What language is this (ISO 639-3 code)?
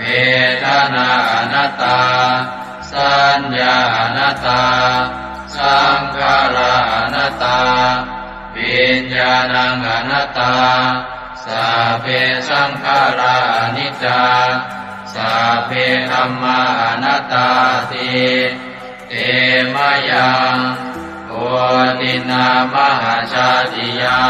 pli